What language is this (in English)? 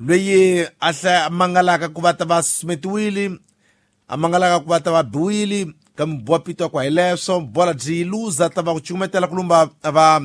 Tsonga